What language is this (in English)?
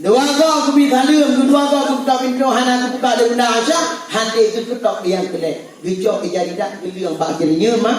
Achinese